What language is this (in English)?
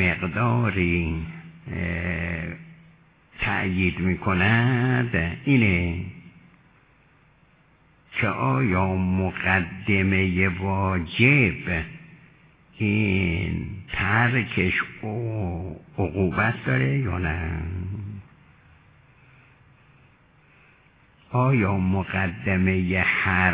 Persian